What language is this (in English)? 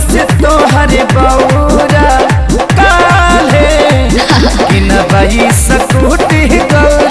Bhojpuri